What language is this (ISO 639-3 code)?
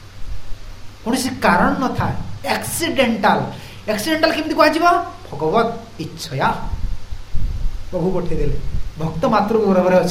ori